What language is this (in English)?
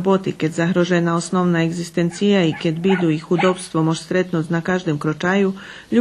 Rusyn